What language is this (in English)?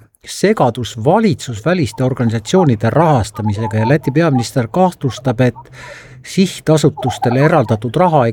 Estonian